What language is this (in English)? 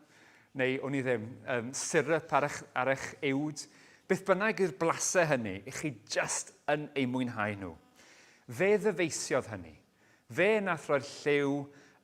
Welsh